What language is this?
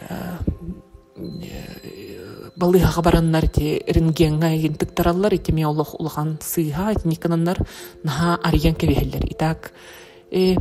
Yakut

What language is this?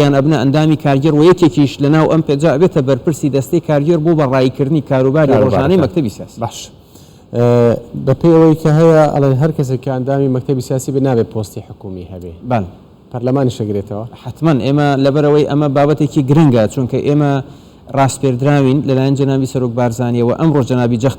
Central Kurdish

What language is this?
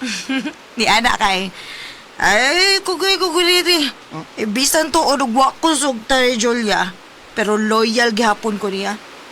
Cebuano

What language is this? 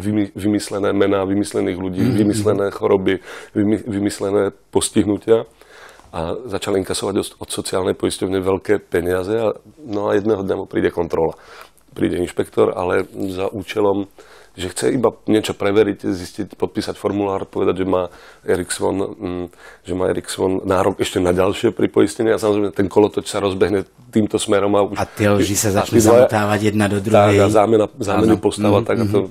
Slovak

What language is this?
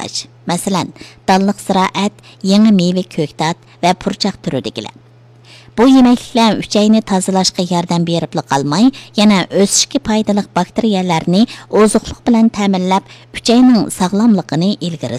Uyghur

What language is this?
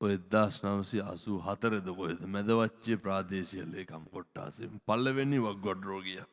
Sinhala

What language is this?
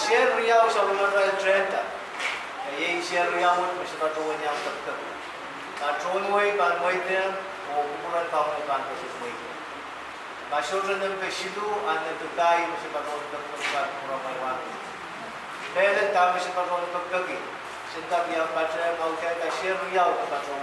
Pohnpeian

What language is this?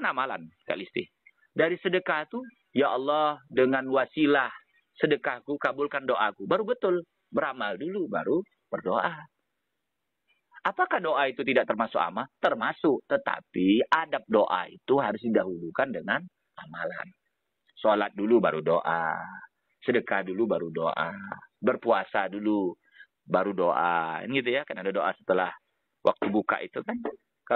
Indonesian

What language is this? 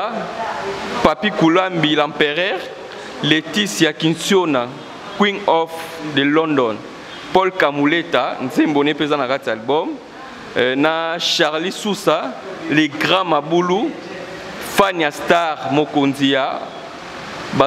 Lingala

